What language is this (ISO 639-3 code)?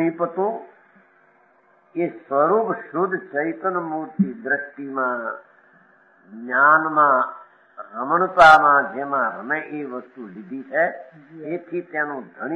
guj